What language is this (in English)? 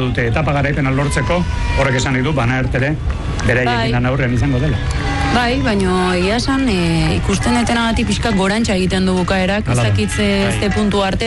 Basque